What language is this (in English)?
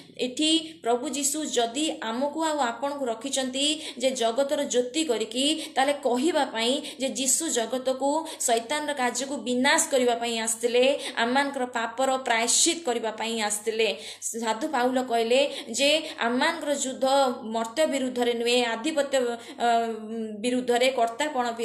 Odia